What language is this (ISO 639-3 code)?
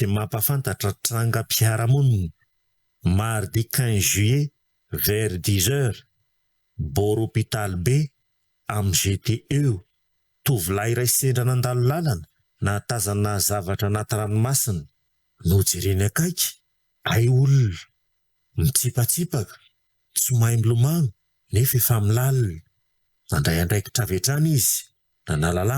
mlg